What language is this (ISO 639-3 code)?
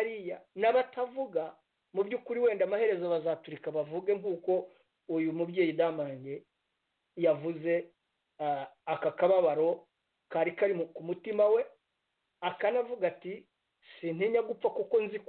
kin